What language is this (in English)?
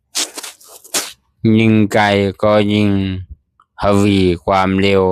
Lao